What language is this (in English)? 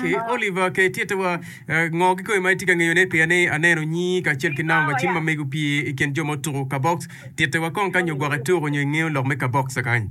Acoli